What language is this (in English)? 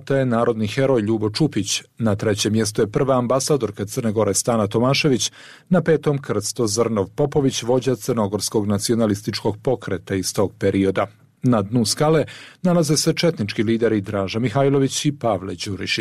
Serbian